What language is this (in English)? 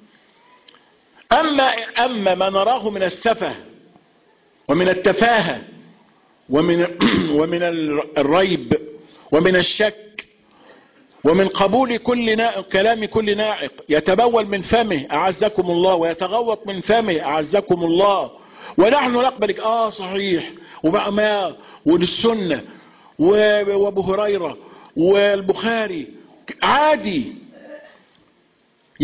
Arabic